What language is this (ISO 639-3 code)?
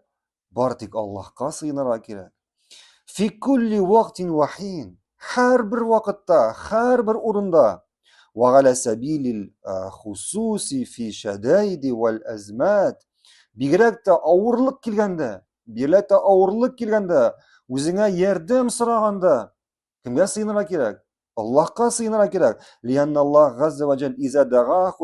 tat